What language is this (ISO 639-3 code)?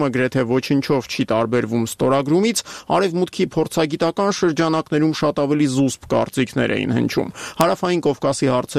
hye